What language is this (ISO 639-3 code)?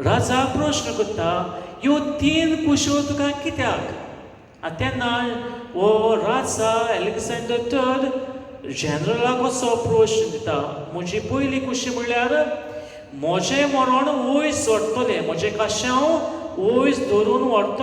kok